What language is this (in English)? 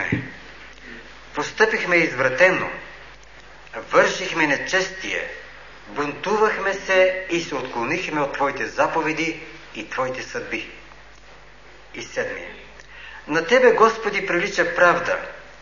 Bulgarian